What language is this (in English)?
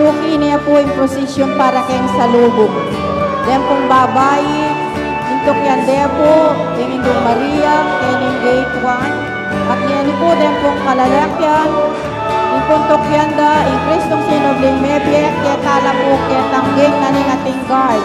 Pampanga